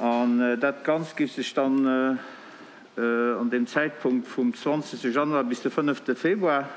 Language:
Luxembourgish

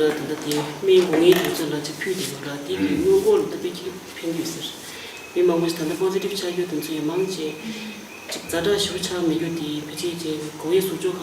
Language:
Tibetan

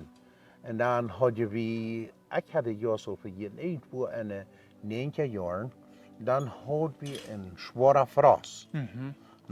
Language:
Plautdietsch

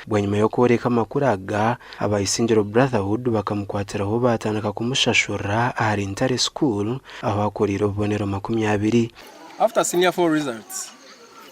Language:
Nyankole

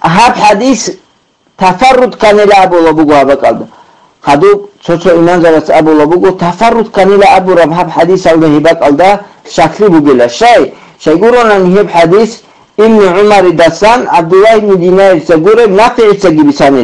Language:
Avaric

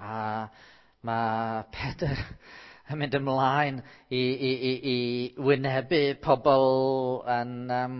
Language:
Welsh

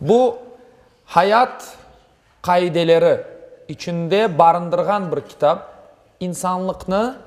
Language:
Crimean Tatar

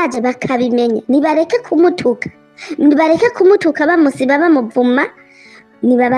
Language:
Rundi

